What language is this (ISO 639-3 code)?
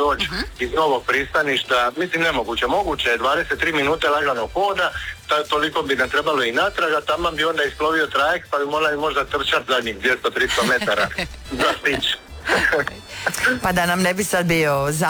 hrv